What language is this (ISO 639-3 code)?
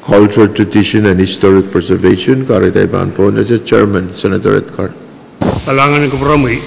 pon